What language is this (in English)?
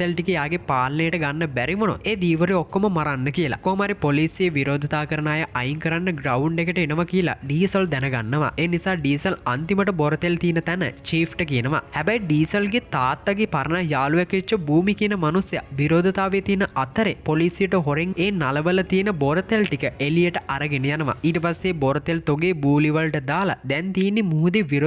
Sinhala